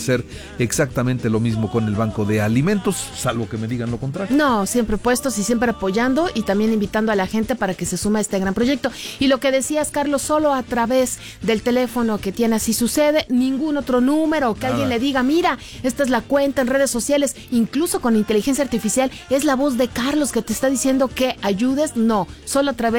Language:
Spanish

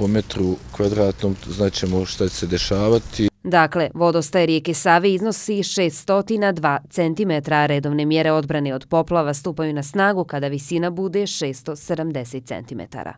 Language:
Bosnian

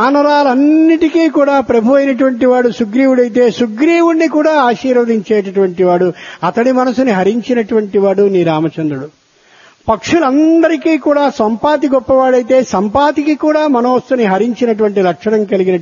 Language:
Telugu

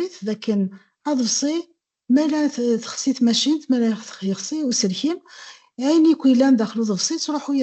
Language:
Kabyle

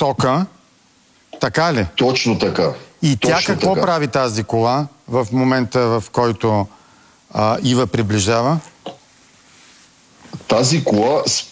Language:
Bulgarian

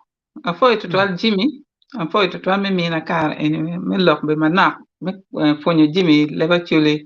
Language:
Acoli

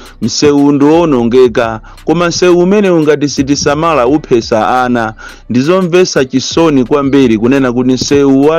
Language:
Nyanja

